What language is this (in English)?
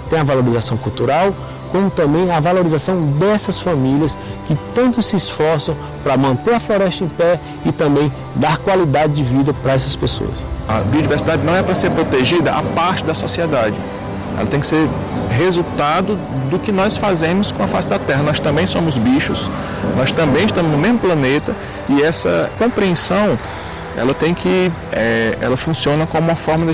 Portuguese